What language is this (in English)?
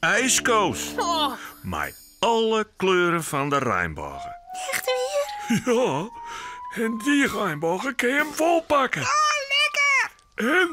Western Frisian